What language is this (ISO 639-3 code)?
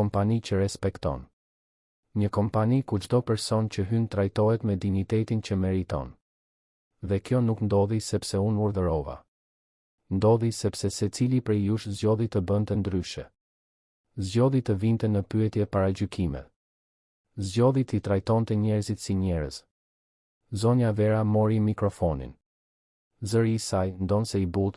sqi